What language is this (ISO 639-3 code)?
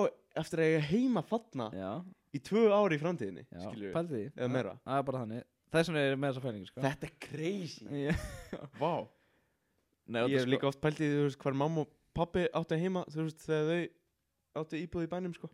isl